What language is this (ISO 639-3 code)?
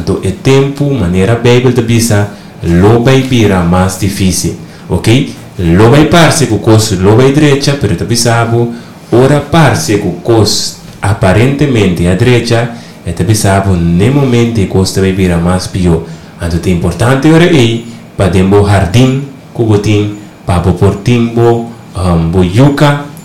pap